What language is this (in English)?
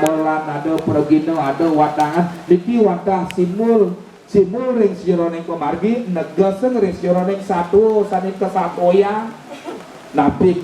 Balinese